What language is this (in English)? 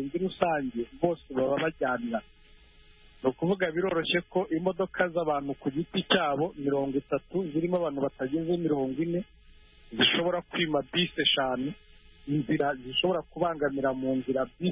Kinyarwanda